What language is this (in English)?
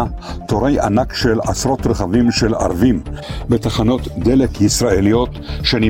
Hebrew